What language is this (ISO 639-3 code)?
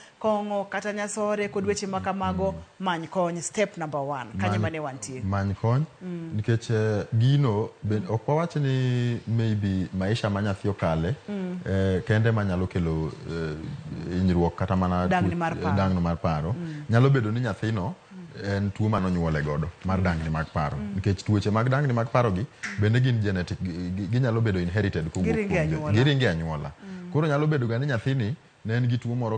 luo